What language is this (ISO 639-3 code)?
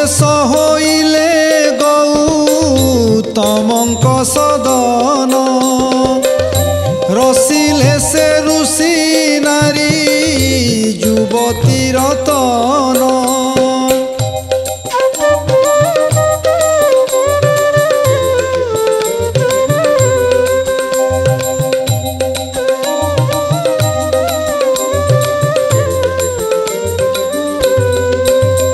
ori